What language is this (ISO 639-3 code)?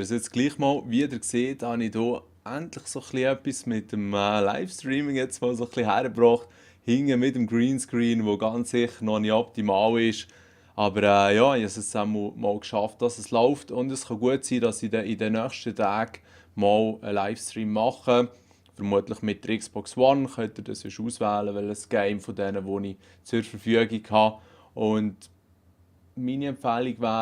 gsw